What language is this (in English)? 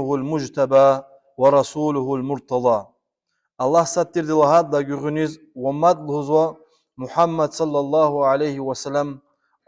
Lezghian